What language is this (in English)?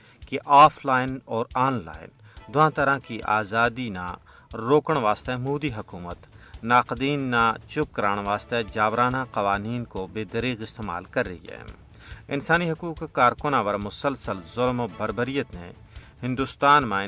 Gujari